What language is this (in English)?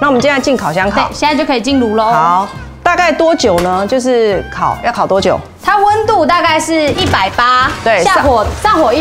Chinese